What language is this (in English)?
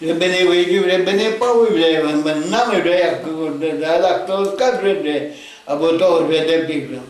Rusyn